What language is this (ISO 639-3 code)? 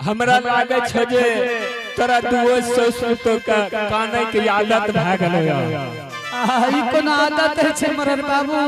anp